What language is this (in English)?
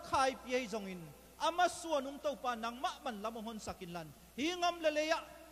Tedim Chin